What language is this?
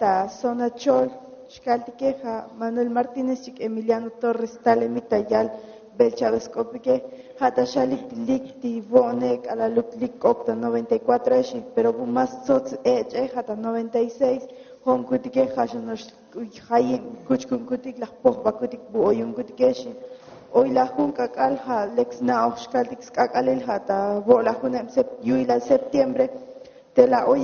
Tzotzil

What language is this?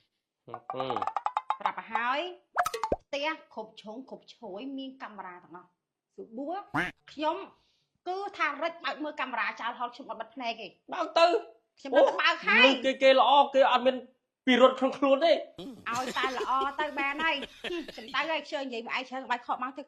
Khmer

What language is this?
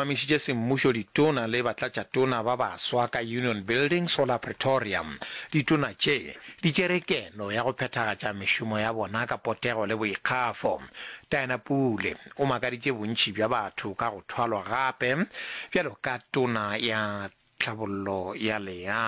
Northern Sotho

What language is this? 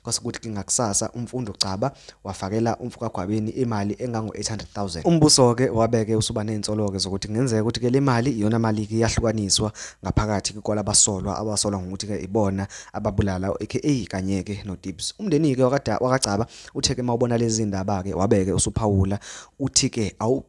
Zulu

